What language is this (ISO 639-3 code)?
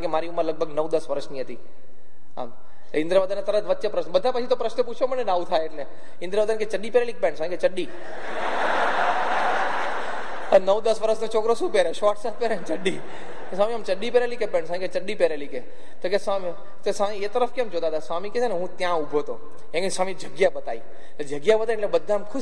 guj